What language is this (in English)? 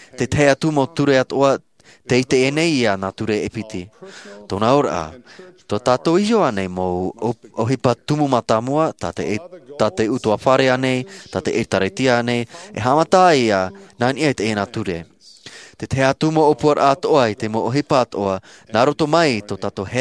Tahitian